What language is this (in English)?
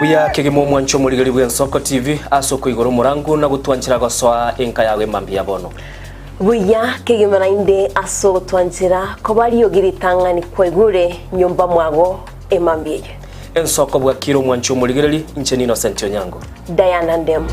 Gusii